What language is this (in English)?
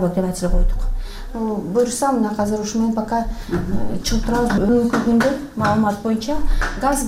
Kyrgyz